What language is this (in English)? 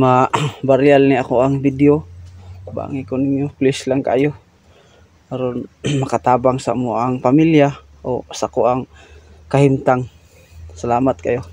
Cebuano